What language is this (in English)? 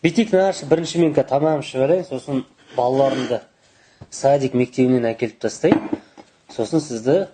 Kazakh